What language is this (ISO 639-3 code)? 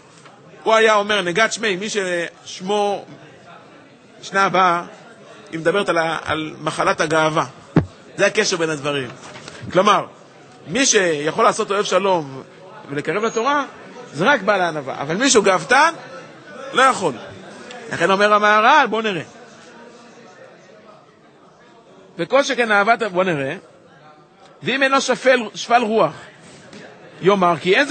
heb